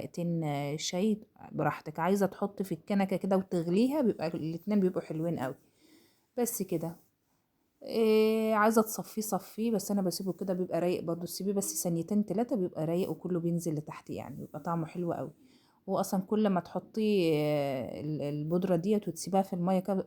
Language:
Egyptian Arabic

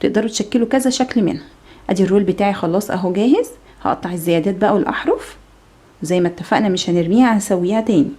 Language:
Egyptian Arabic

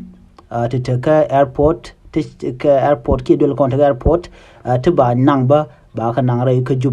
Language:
Nuer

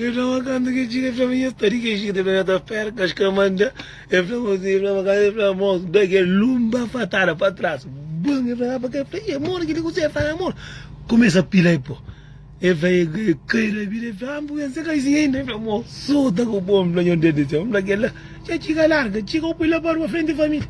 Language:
Kabuverdianu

